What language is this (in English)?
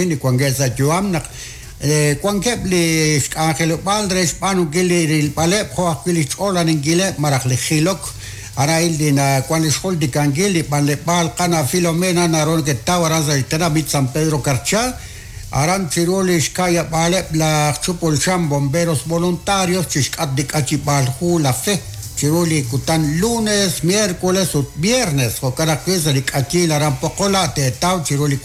Kekchí